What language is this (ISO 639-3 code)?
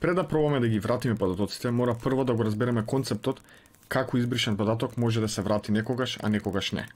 mkd